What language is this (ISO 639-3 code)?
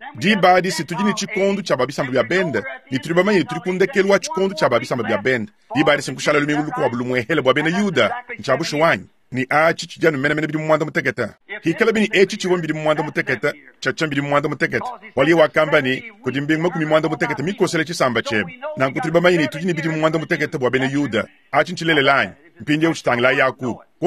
lua